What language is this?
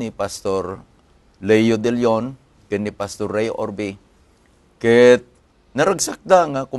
Iloko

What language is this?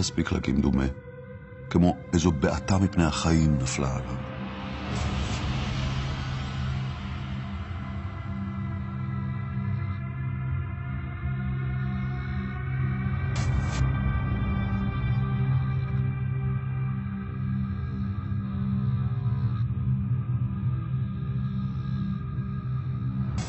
Hebrew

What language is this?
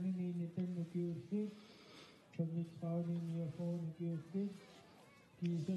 Kalaallisut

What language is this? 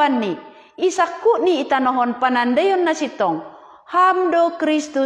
Batak Simalungun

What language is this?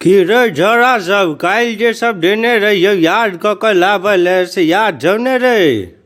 Maithili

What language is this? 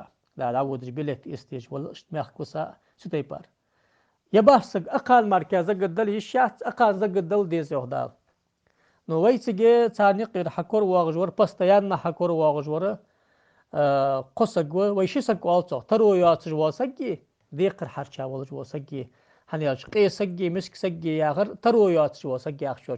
Ingush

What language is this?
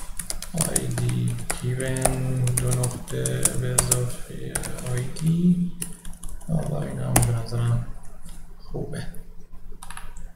Persian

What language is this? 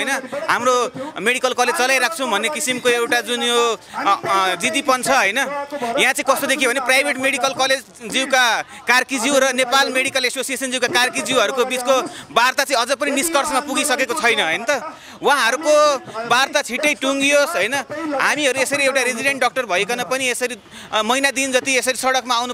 Nepali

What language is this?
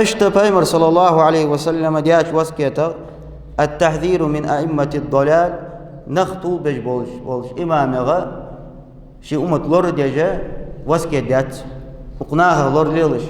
Ingush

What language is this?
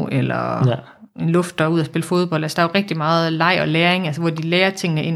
Danish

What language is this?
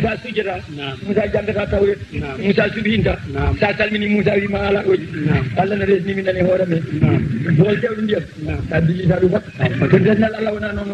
Fula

